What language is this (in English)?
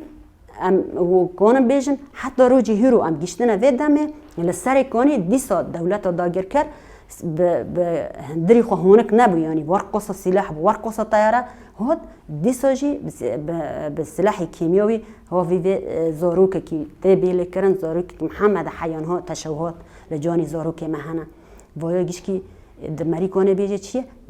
Kurdish